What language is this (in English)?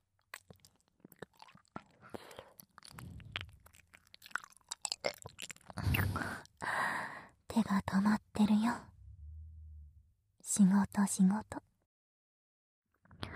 Japanese